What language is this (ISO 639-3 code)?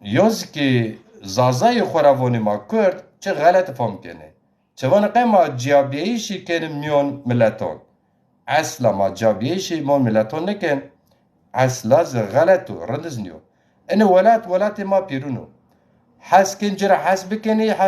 zza